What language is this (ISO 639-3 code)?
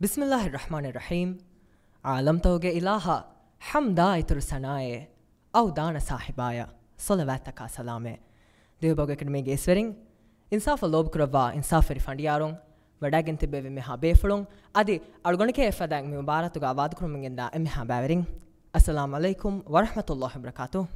div